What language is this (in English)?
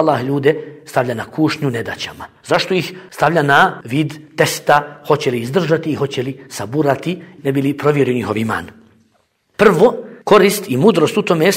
Bosnian